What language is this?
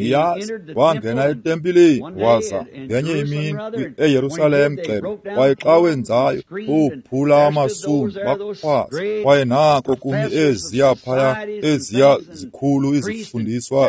Xhosa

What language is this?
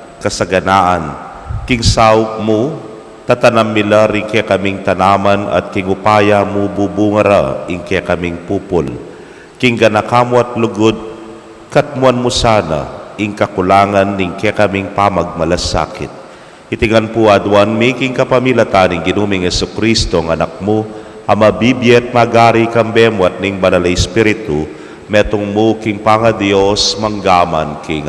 Pampanga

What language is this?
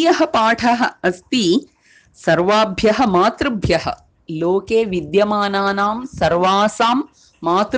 Sanskrit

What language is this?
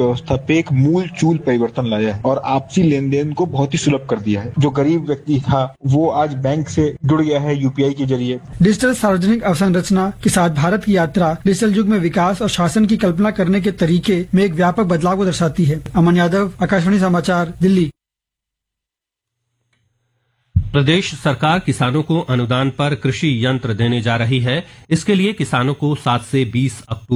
Hindi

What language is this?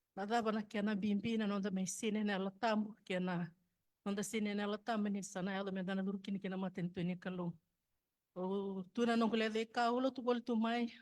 Fijian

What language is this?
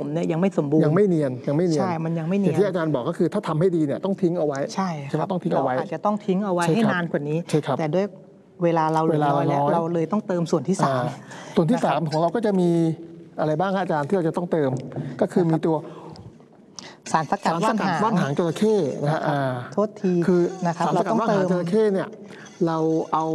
Thai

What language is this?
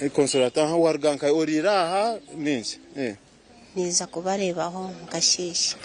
Nyankole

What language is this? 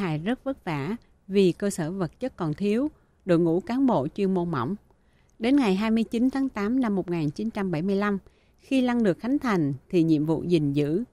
Vietnamese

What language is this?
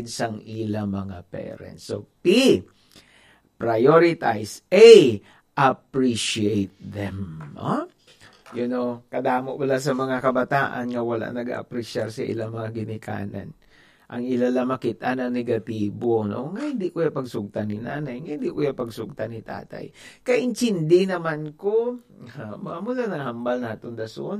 Hiligaynon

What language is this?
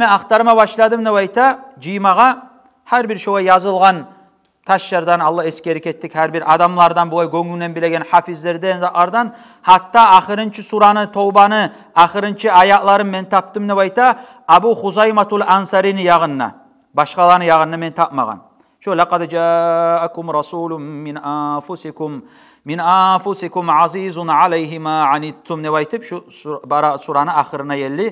Kumyk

